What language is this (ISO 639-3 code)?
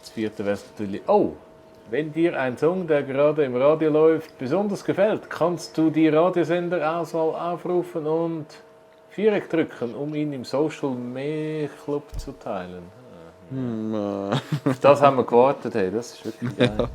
gsw